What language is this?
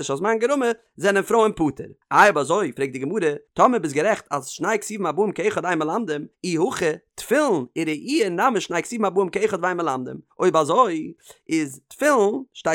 Yiddish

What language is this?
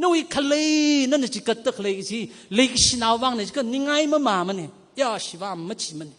Tangkhul Naga (India)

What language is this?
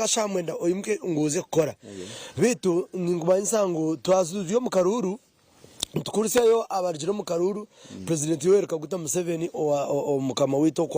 Nyankole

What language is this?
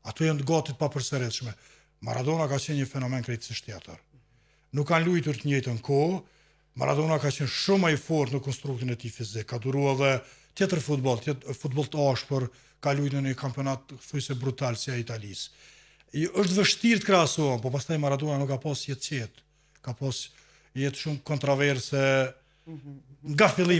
Albanian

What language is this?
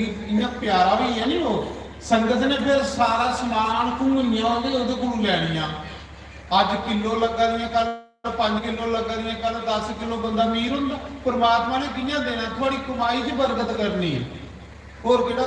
Dogri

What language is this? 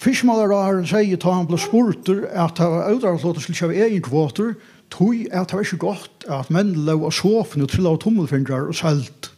Faroese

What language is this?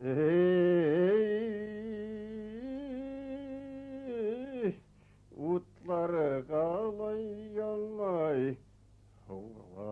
Bashkir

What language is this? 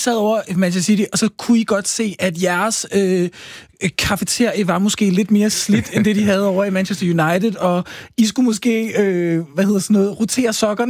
Danish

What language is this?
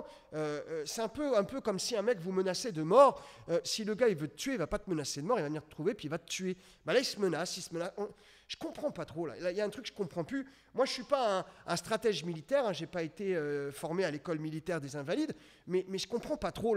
French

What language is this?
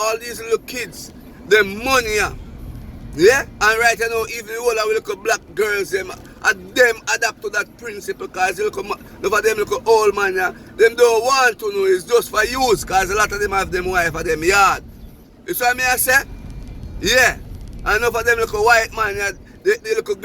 Jamaican Creole English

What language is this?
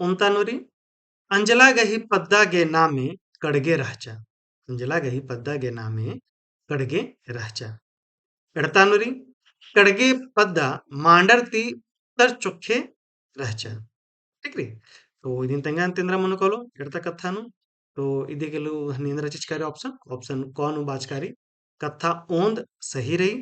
Kurukh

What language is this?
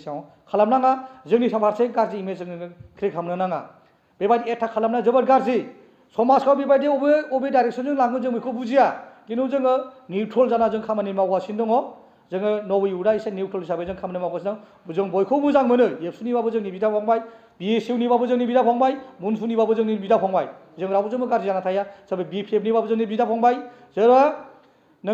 Bodo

